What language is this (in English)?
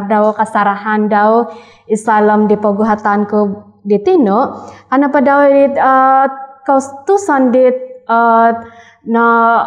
Central Dusun